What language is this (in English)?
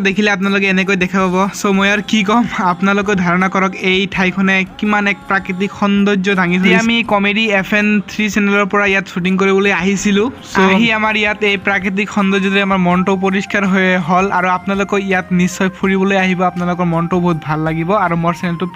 Assamese